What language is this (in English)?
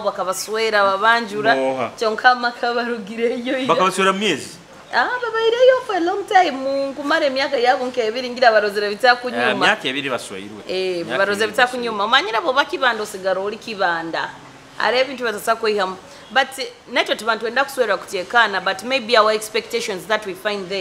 Nyoro